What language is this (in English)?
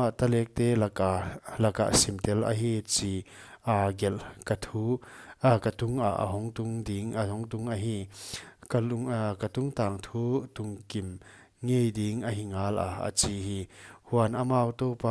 Paite Chin